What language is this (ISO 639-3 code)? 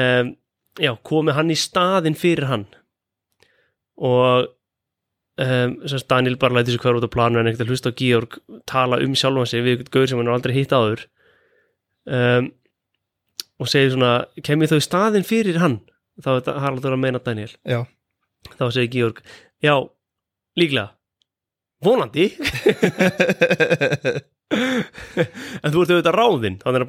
isl